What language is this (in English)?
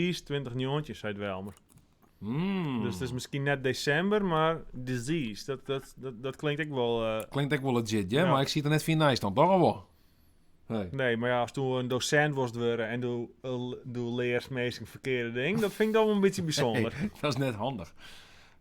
Western Frisian